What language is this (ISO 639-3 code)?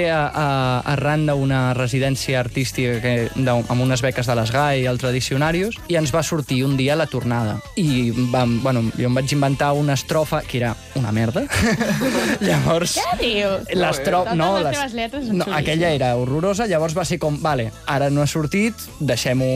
cat